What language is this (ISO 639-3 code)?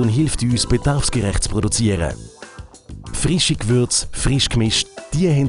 gsw